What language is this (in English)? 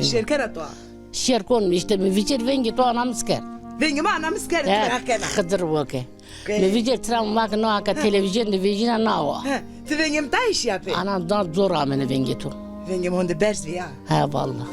Zaza